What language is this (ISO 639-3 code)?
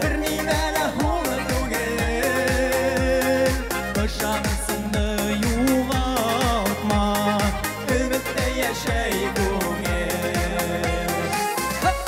bak